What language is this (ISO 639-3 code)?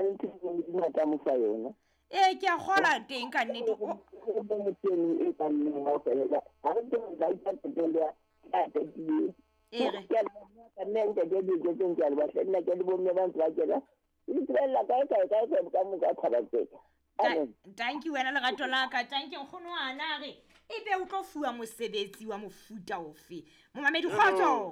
sot